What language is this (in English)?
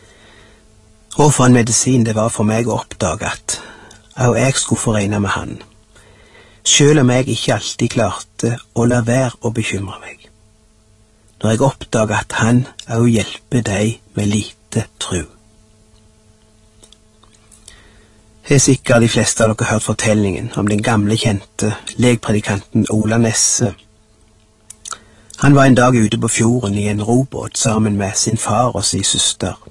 Norwegian